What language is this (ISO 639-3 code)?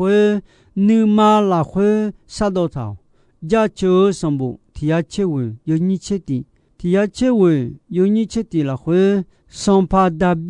ahk